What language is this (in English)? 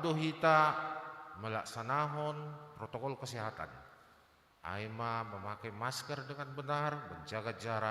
Batak Simalungun